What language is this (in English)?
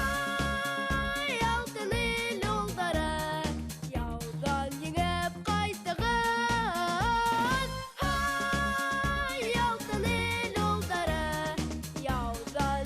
Bashkir